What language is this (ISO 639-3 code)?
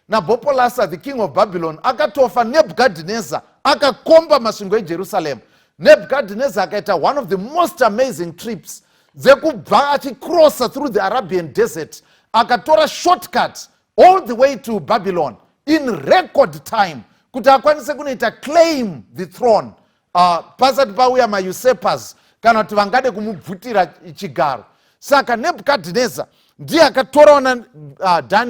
sna